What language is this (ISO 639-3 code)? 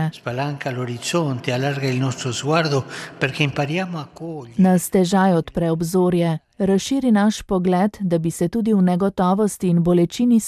slv